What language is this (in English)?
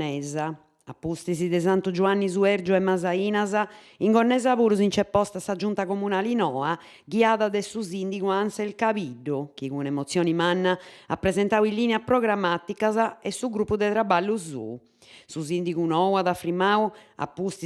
Sardinian